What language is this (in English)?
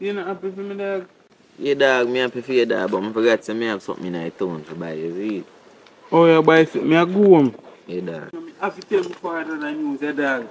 Jamaican Creole English